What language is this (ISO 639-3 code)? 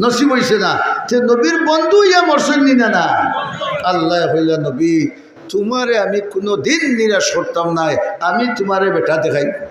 syl